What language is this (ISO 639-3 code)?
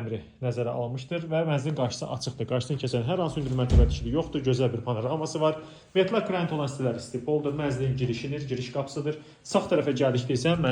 aze